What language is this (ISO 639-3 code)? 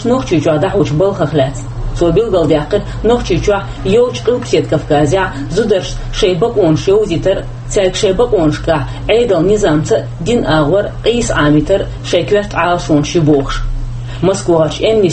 che